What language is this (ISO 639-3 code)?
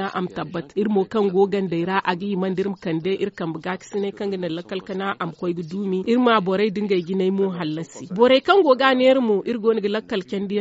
dje